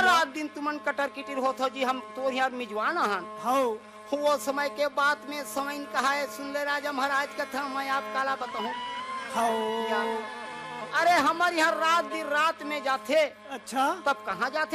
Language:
Chhattisgarhi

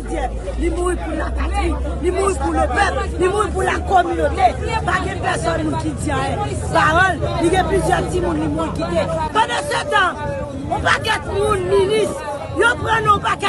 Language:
Haitian Creole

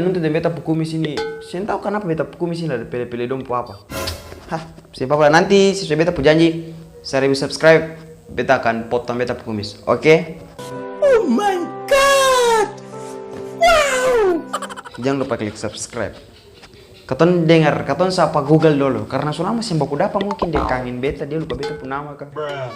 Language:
Ambonese Malay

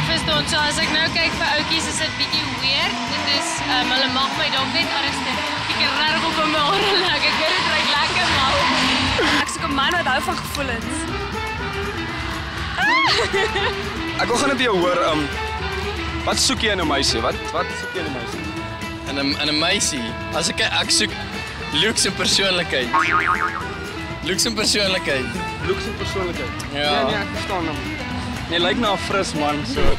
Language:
Afrikaans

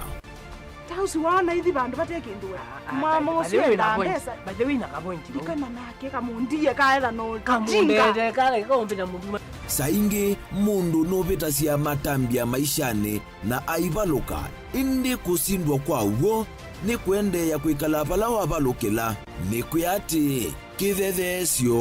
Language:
Kamba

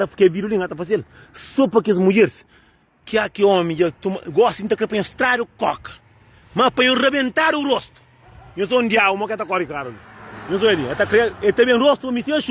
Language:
Kabuverdianu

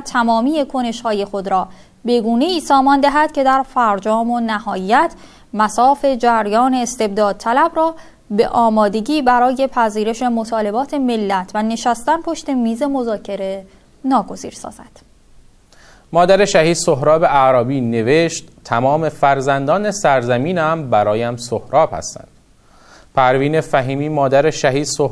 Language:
Persian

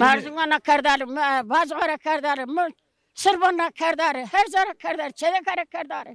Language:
Zaza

